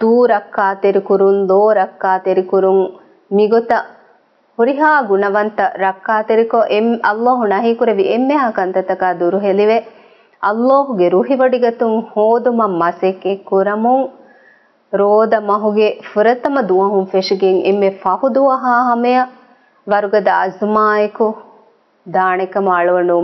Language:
Divehi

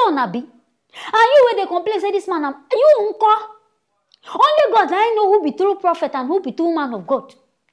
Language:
Nigerian Pidgin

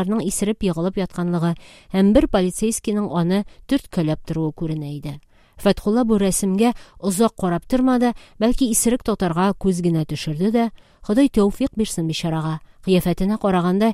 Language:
Tatar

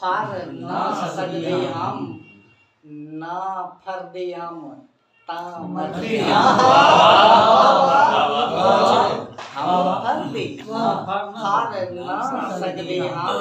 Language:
Saraiki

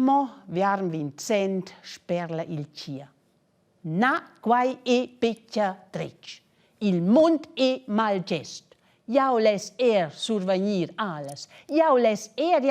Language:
Romansh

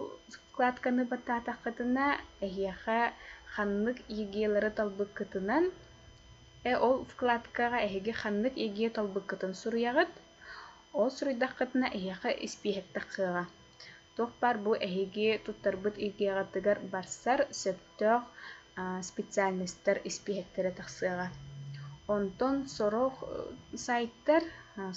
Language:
Yakut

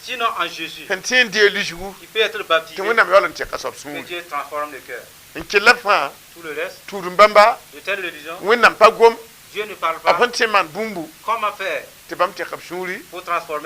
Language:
Mossi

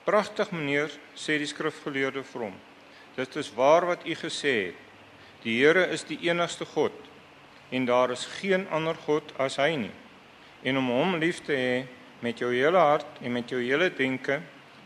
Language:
Afrikaans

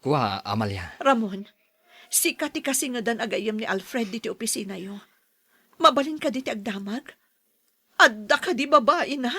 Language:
Iloko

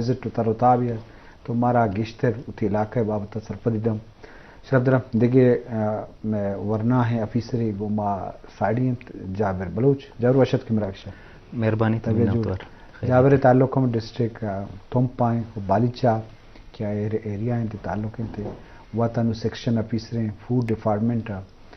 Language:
Eastern Balochi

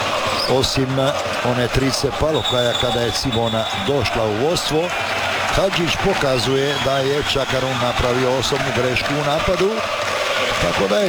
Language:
Croatian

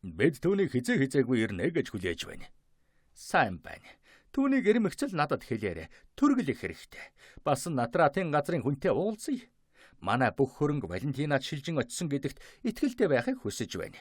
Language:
Mongolian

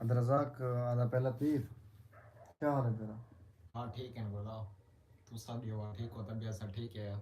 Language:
Saraiki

